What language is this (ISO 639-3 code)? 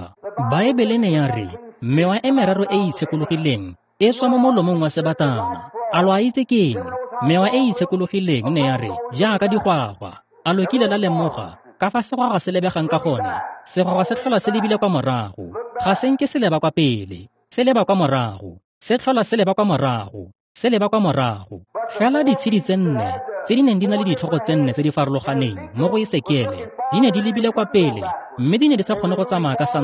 tsn